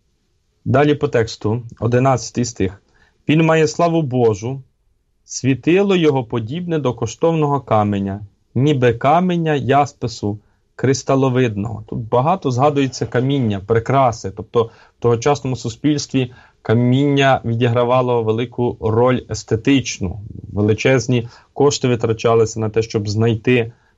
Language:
Ukrainian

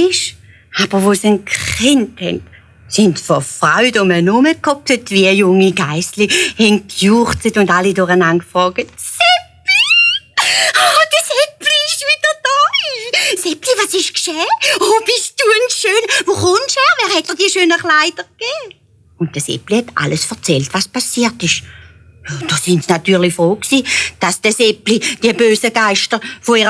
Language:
Swiss German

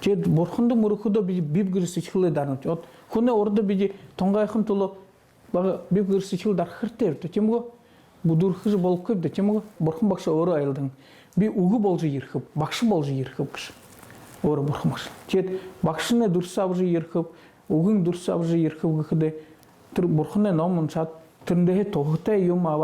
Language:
Buriat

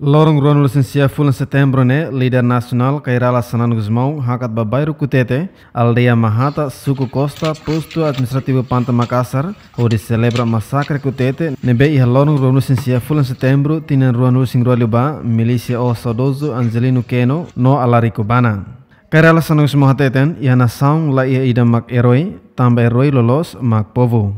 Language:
Tetum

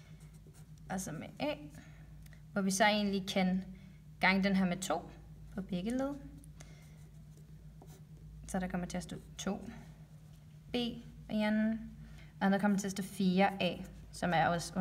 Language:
Danish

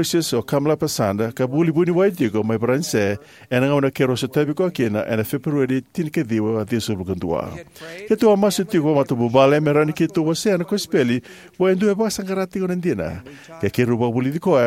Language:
Fijian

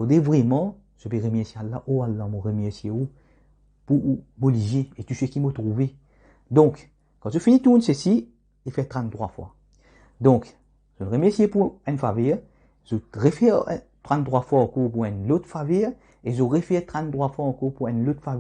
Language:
Morisyen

